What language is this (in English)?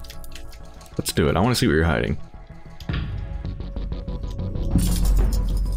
English